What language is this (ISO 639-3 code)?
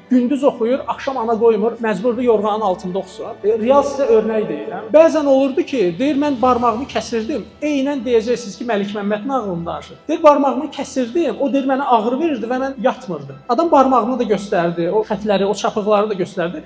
aze